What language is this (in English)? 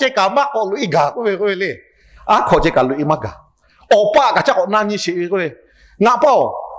Lahu